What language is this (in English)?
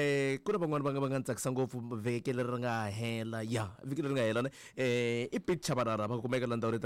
Tsonga